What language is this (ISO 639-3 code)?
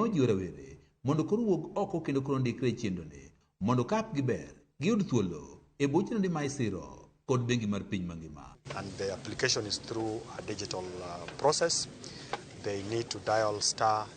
luo